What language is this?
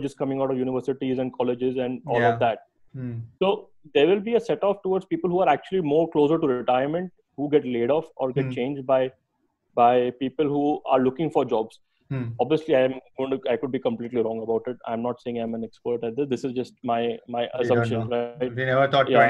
English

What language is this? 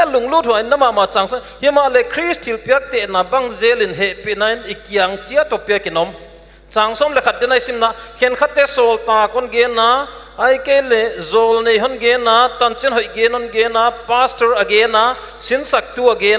Paite Chin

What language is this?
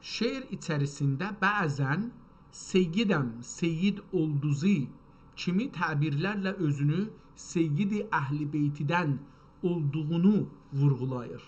South Azerbaijani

